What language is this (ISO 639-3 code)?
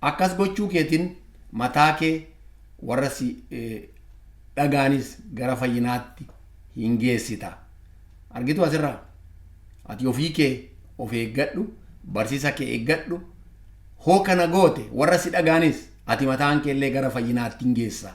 orm